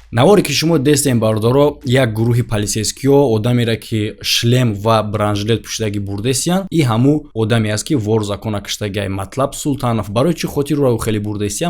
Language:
Tajik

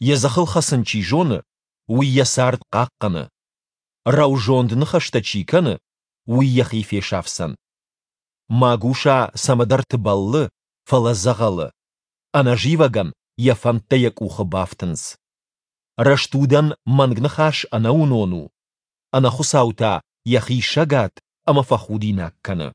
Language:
Ossetic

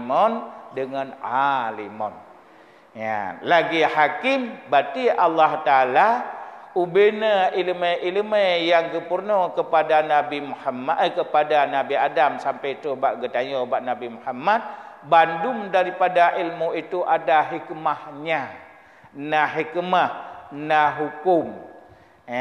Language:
Achinese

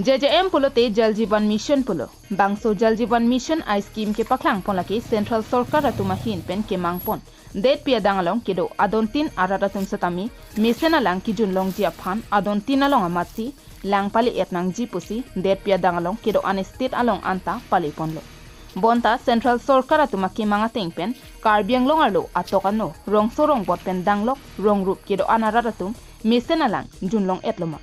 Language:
Karbi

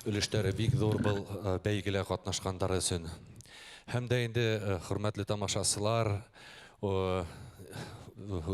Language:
Bashkir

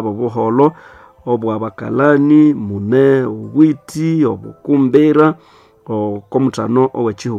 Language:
Nande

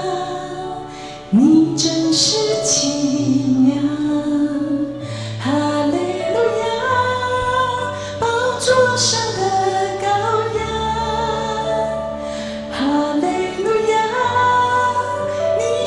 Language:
Chinese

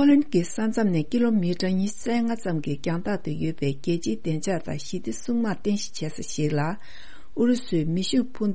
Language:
Tibetan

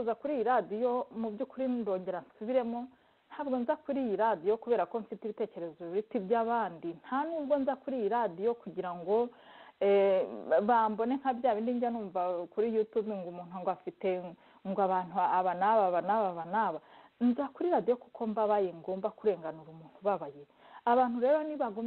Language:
Kinyarwanda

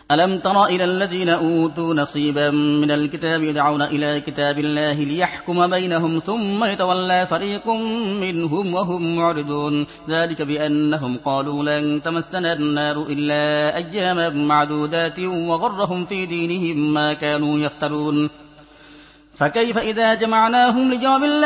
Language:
Arabic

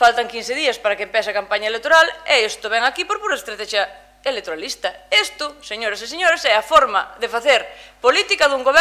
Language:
Galician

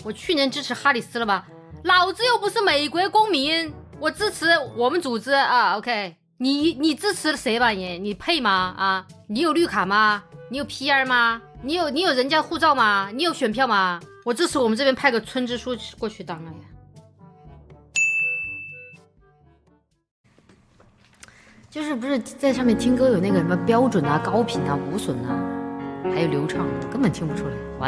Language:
Chinese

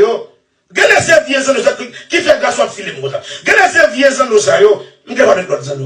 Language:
Haitian Creole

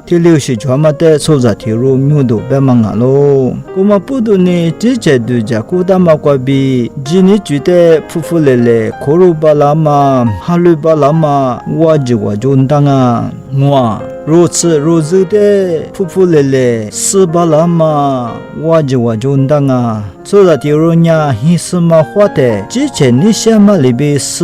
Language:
Lisu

